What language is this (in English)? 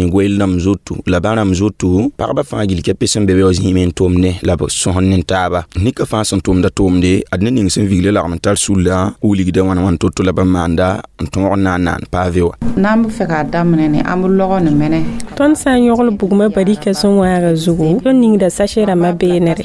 Mossi